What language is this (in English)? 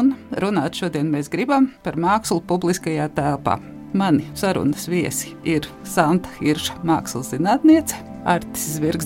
Latvian